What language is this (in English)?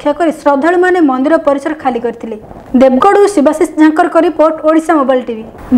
Odia